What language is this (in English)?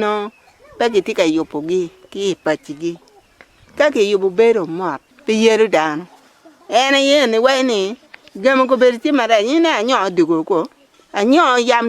Acoli